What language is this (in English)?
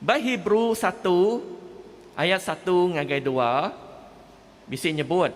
Iban